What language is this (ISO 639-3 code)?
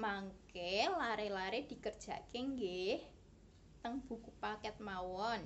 jav